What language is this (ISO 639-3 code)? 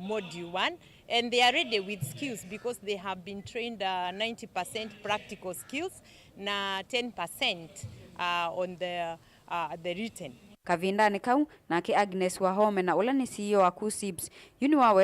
kam